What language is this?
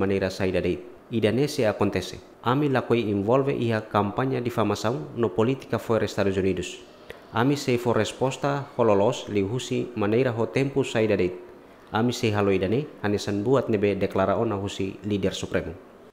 Tetum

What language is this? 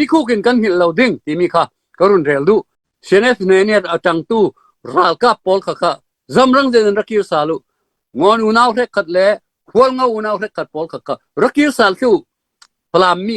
Falam Chin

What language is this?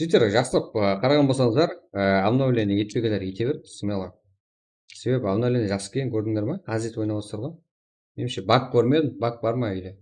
Kara-Kalpak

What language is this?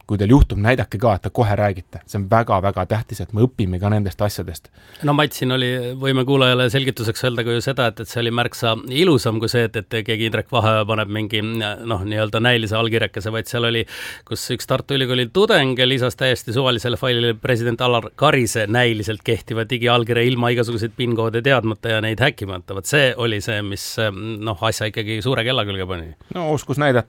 Estonian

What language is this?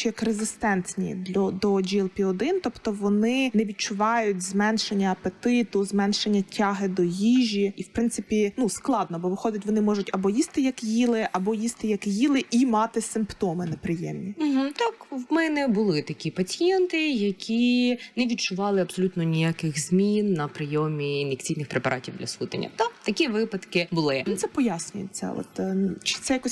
Ukrainian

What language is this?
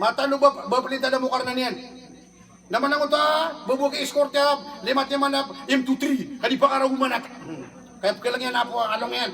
Maranao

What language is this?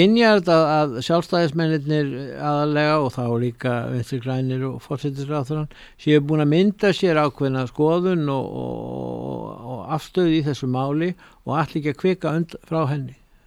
Icelandic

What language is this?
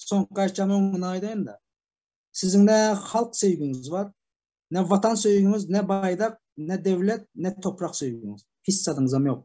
Turkmen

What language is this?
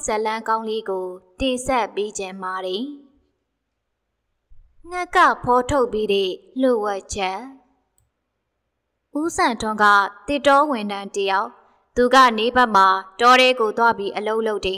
Burmese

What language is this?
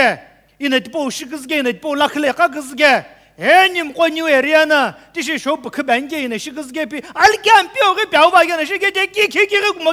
Sumi Naga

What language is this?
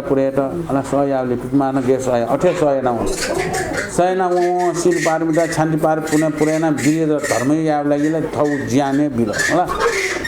Newari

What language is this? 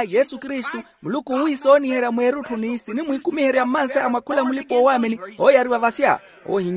Makhuwa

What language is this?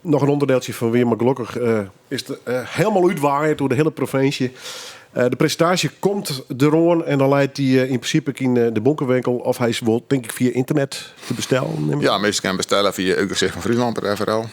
Western Frisian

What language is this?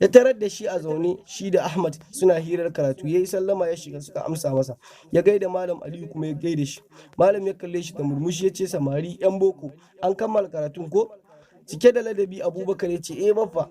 Hausa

